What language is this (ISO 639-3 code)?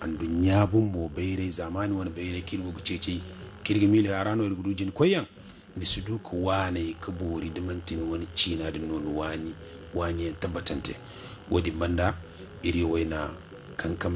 dje